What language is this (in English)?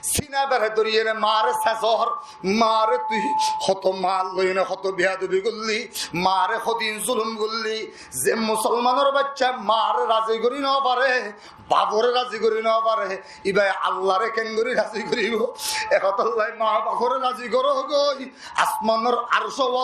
Rohingya